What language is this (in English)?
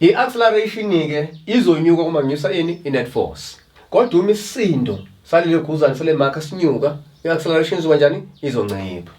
Zulu